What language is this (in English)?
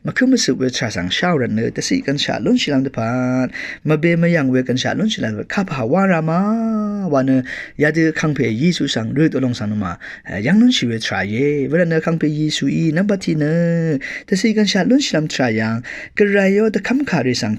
Rawang